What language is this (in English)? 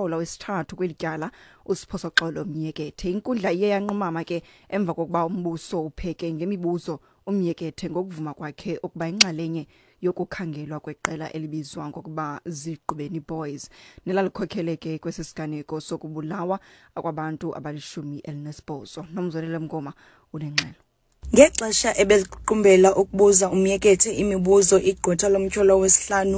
Xhosa